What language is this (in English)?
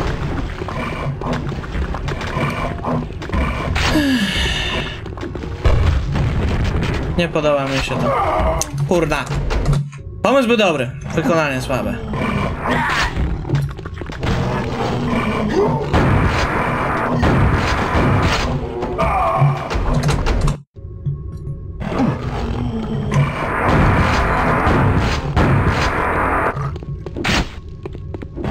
Polish